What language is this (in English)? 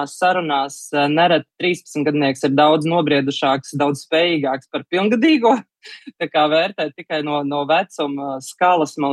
Latvian